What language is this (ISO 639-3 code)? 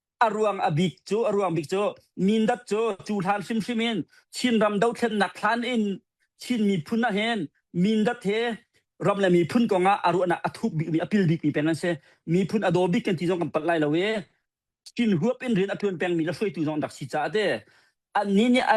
cnh